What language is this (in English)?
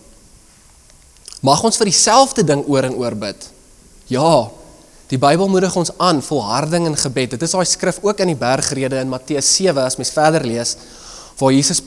Afrikaans